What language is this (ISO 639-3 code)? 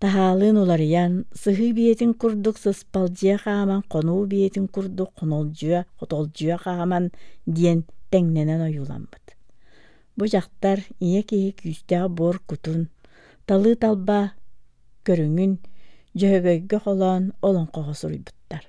sah